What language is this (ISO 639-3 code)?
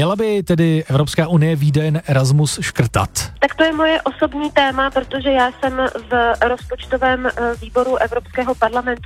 ces